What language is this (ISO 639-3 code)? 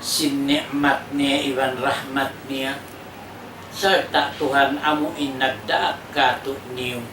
tsg